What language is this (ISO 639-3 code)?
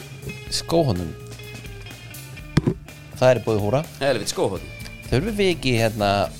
isl